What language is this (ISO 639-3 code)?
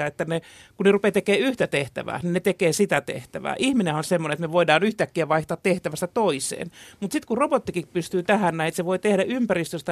fin